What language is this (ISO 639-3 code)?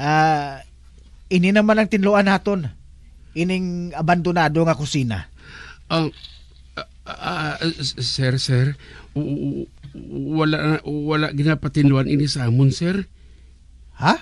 hil